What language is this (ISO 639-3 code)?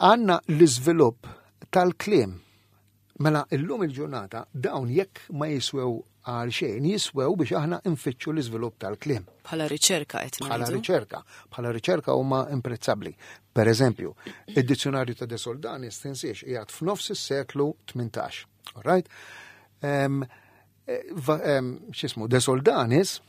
mlt